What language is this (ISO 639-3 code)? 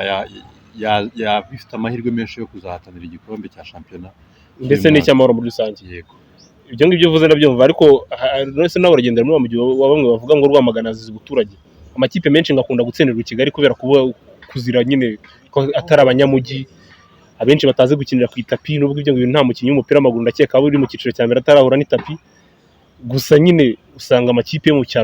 kin